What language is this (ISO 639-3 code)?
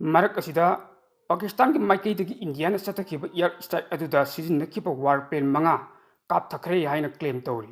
mni